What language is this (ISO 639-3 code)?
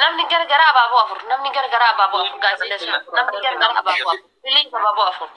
orm